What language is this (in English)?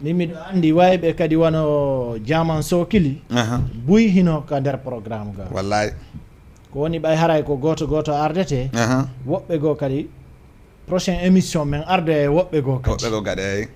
Fula